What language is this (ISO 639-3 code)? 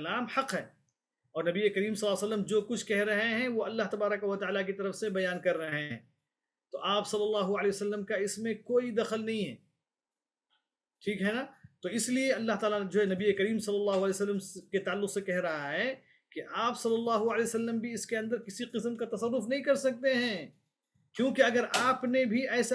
urd